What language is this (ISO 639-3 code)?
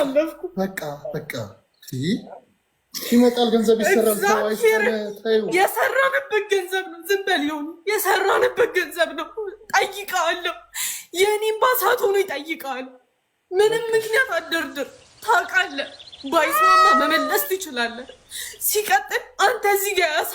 amh